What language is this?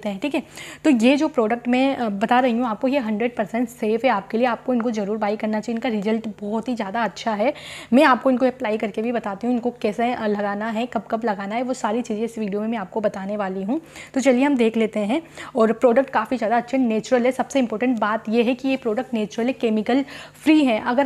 Hindi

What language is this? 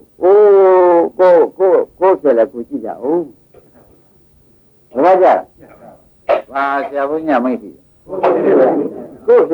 Burmese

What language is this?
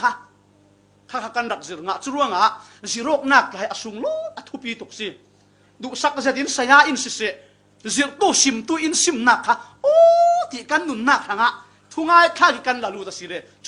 Falam Chin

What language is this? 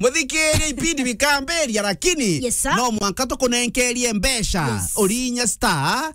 Meru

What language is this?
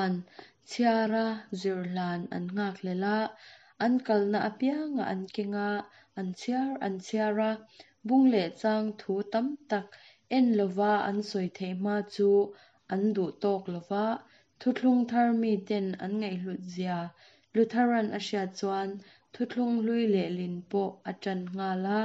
Mizo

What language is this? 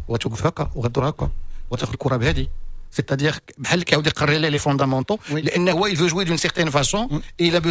Moroccan Arabic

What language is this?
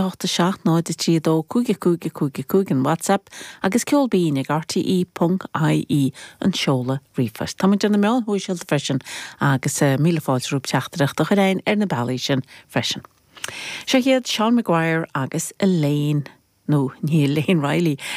Irish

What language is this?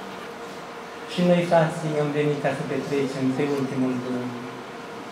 Romanian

